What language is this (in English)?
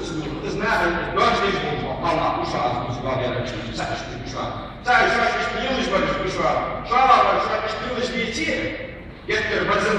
Ingush